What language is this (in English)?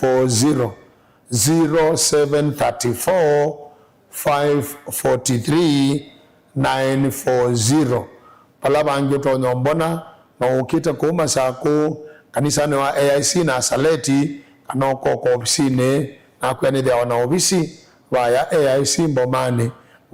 Kamba